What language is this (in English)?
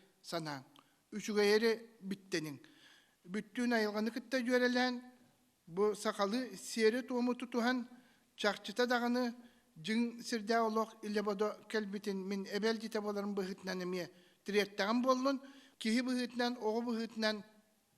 Yakut